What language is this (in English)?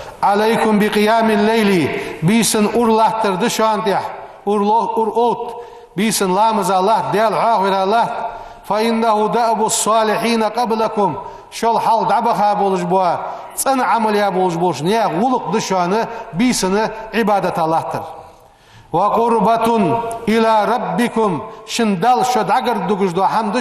Ingush